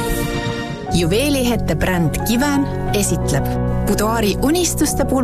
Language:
Estonian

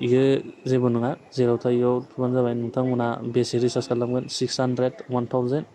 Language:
Bodo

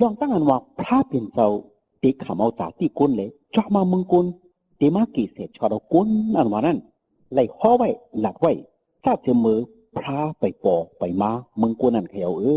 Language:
Shan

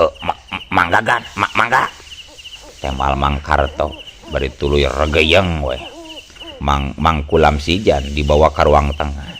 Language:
Sundanese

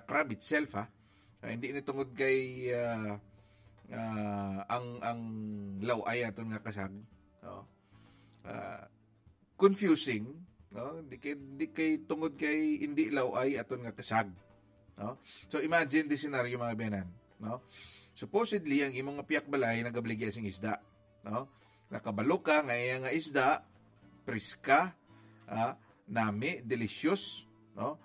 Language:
Hiligaynon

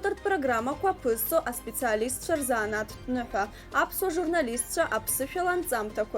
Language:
Abkhazian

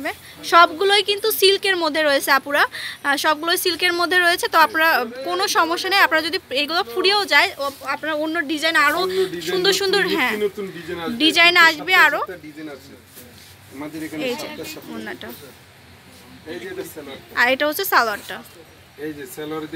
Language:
Bangla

